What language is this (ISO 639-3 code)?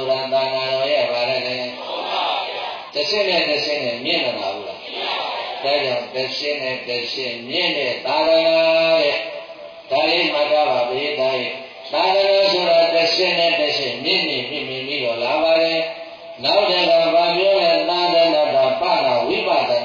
mya